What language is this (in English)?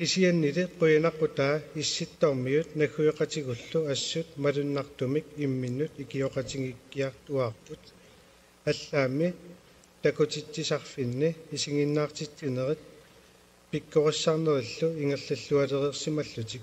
Kalaallisut